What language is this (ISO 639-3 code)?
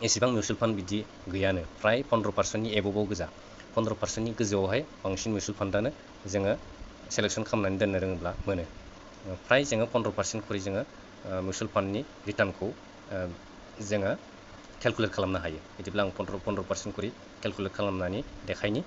brx